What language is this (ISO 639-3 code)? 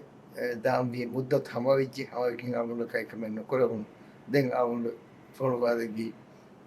div